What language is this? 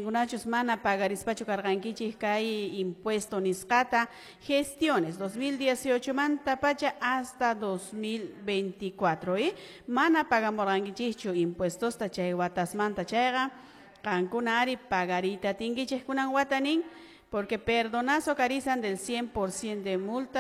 Quechua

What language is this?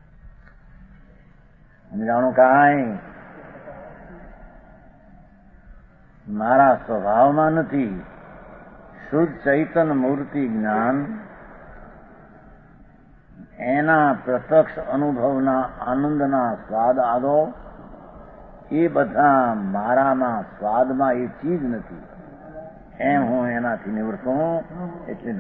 Gujarati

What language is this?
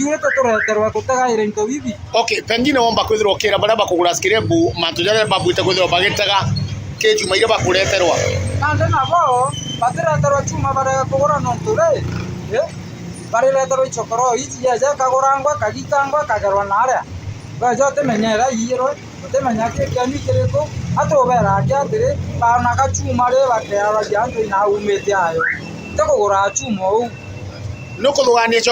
Meru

